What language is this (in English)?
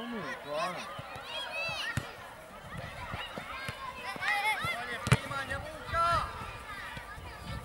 Croatian